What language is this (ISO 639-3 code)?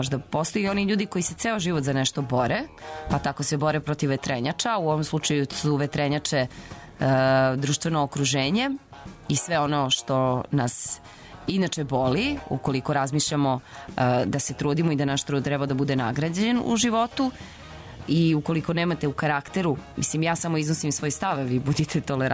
srp